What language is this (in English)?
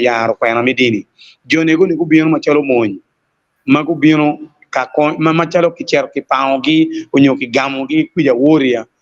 Acoli